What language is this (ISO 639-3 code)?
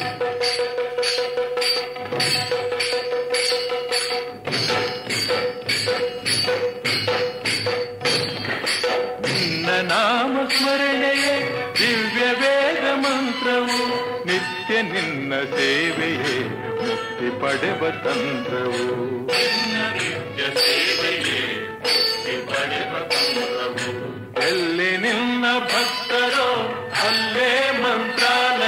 kan